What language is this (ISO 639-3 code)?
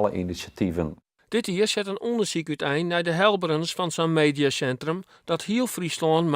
fry